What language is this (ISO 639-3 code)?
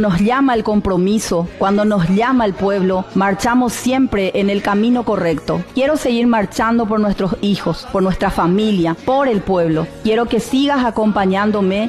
spa